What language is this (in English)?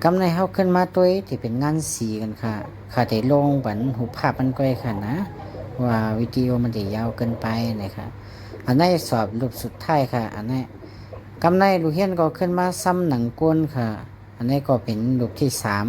Shan